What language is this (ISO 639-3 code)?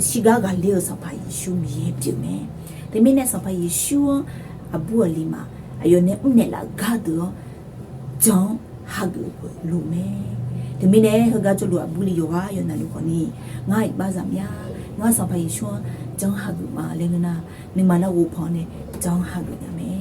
ahk